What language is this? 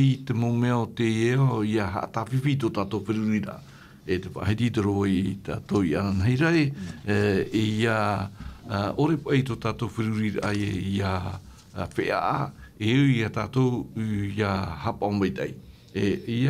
Tahitian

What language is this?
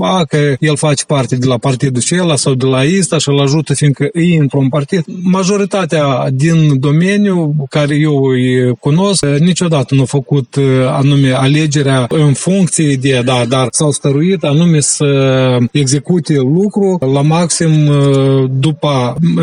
Romanian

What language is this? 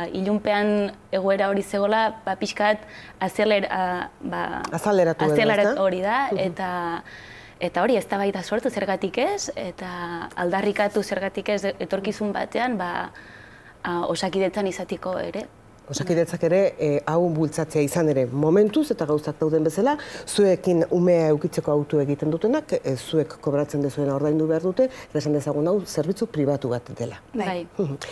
Basque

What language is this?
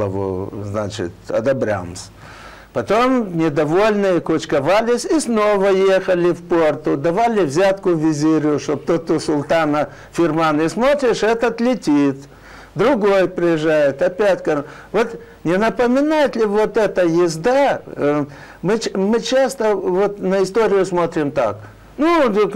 Russian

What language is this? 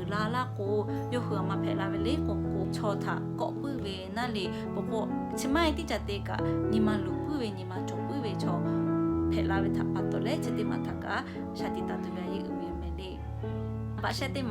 Lahu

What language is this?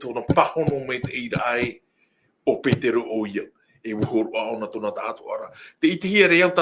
Tahitian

